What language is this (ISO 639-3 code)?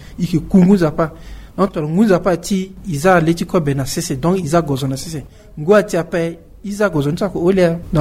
sag